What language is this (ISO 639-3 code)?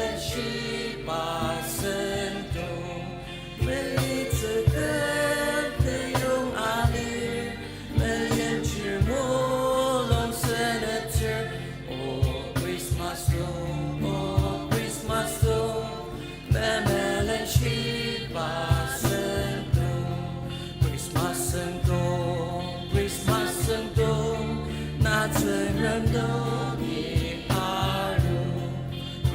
njo